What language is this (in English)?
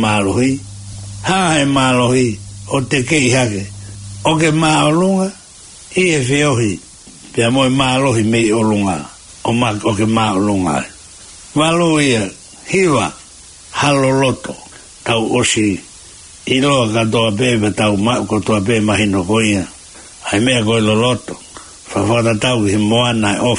Tongan